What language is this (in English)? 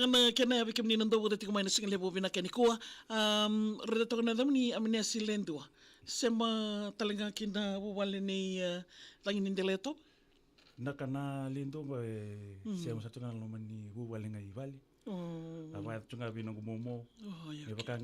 Fijian